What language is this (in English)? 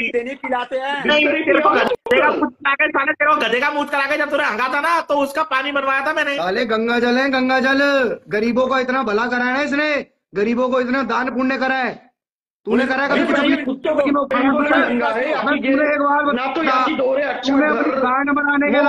Hindi